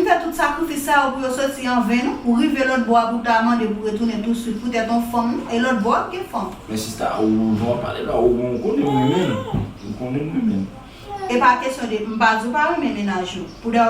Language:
Haitian Creole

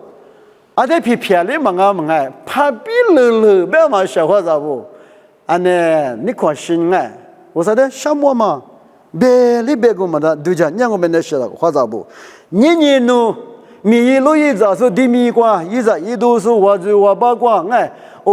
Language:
Lisu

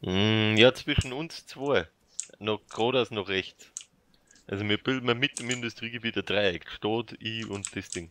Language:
Bavarian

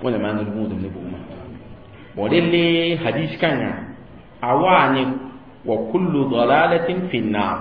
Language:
Mossi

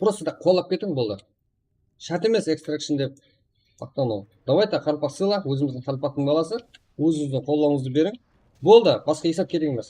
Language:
Kara-Kalpak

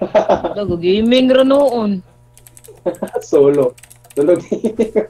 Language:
Cebuano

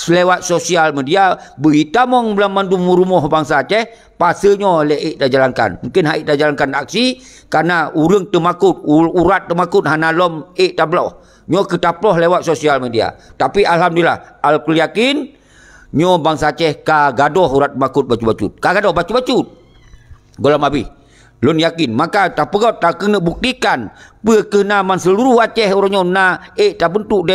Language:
Achinese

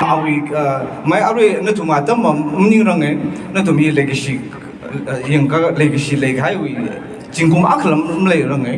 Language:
Tangkhul Naga (India)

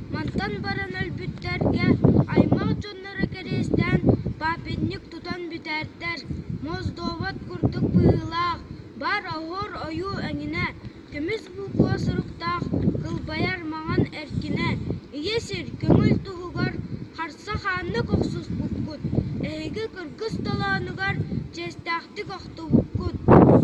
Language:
Yakut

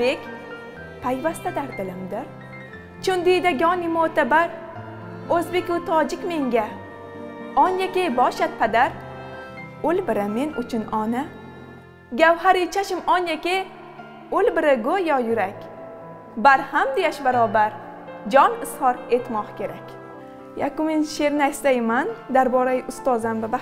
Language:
Tajik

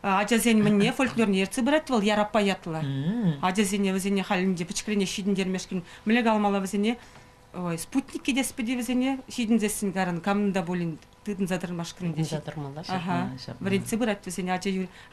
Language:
Chuvash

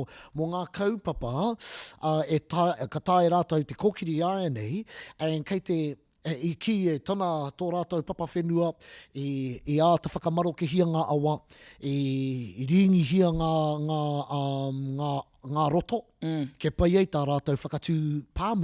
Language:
Māori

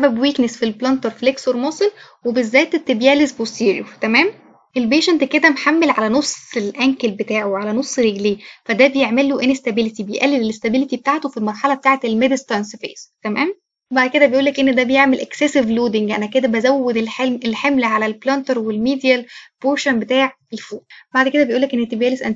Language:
Egyptian Arabic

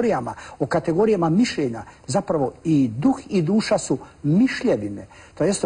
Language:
Croatian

